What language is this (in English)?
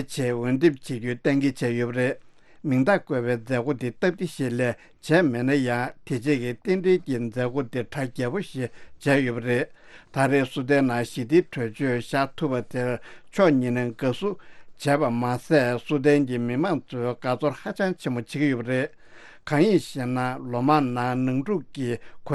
Tibetan